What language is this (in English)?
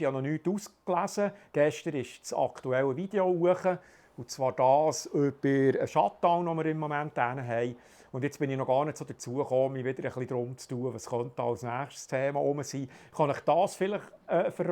Swiss German